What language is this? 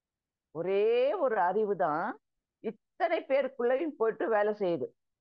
Tamil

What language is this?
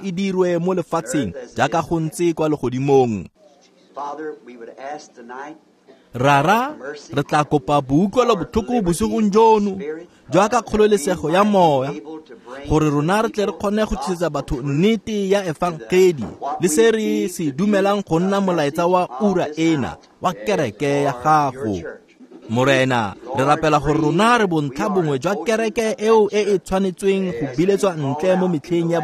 Tswana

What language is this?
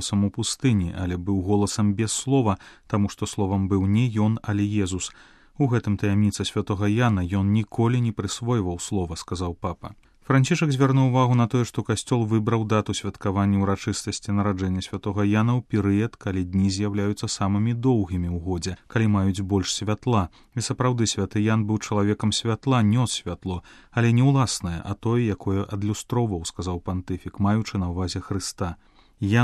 Belarusian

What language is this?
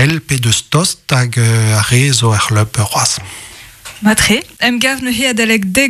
Breton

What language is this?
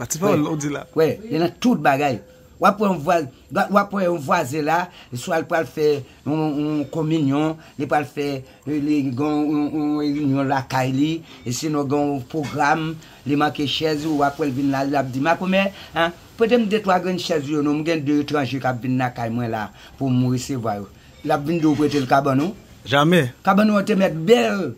Haitian Creole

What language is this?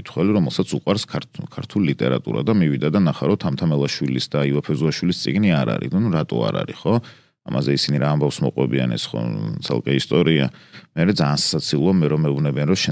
Georgian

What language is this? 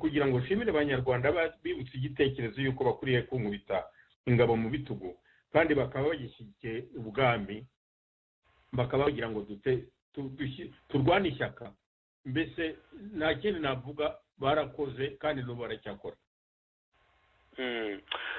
Kinyarwanda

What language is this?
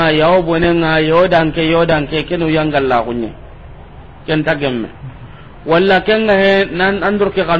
Soninke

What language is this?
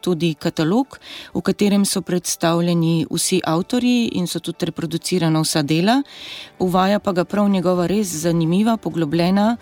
Slovenian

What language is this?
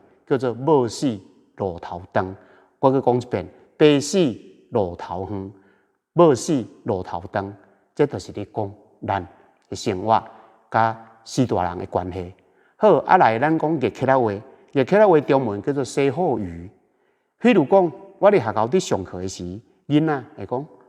Min Nan Chinese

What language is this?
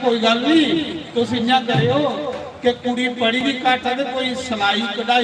Dogri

